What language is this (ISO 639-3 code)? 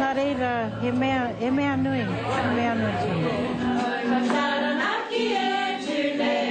mri